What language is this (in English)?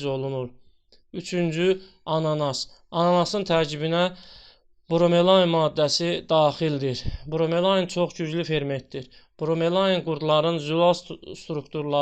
Azerbaijani